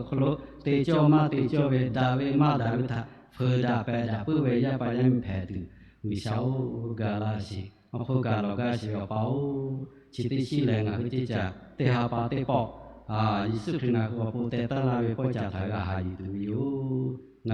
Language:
Lahu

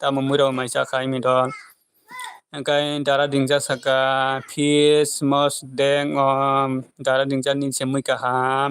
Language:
Kok Borok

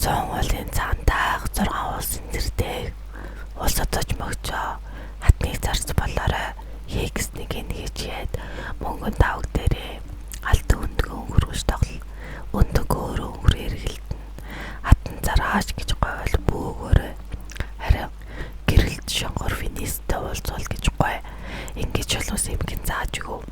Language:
Mongolian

